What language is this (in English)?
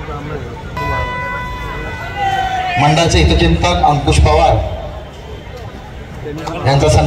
Marathi